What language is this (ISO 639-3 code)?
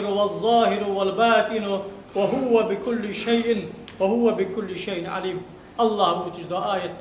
inh